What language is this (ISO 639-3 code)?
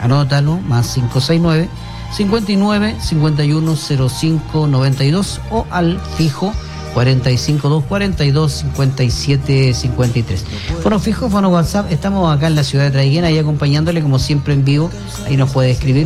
spa